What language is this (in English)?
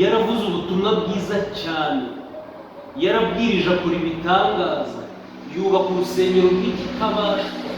Kinyarwanda